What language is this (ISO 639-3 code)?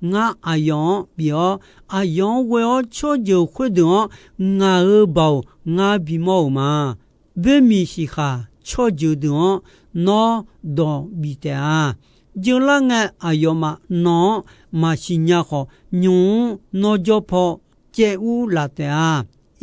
ahk